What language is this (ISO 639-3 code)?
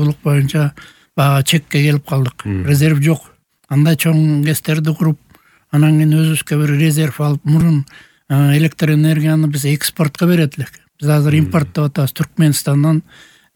kir